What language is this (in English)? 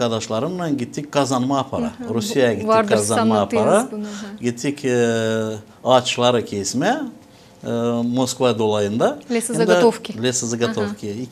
Gagauz